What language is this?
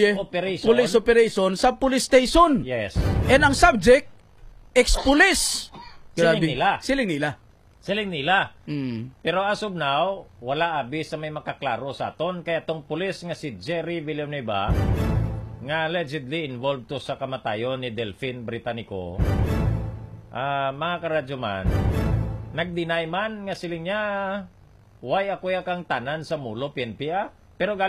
Hiligaynon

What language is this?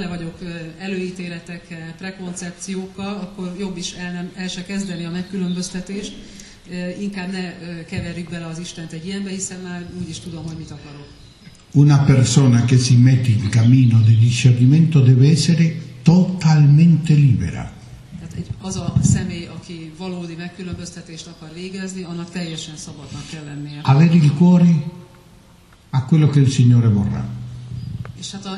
Hungarian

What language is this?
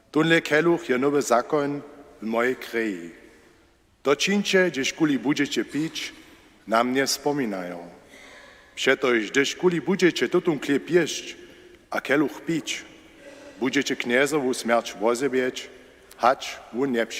Upper Sorbian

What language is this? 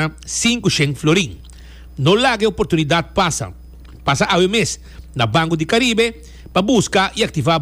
Papiamento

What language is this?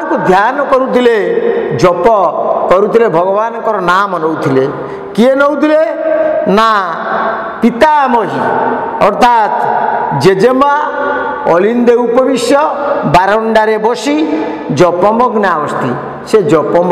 Odia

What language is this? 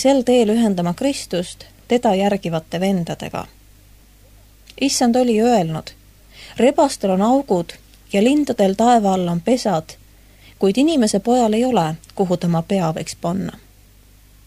Estonian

